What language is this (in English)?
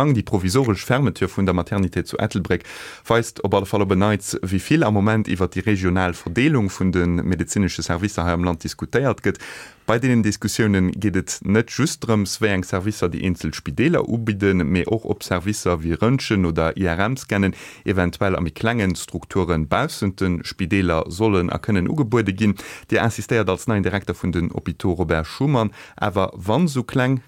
Luxembourgish